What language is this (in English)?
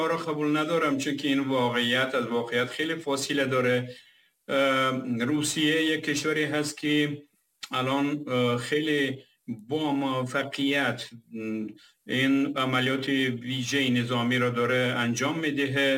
Persian